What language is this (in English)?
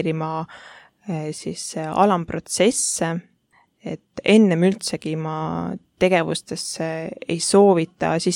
Estonian